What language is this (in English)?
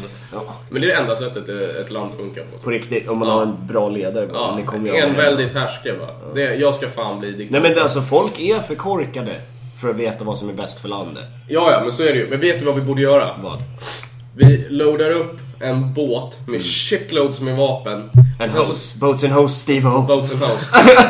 Swedish